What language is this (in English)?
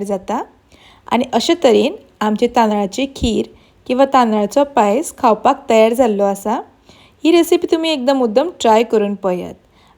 Konkani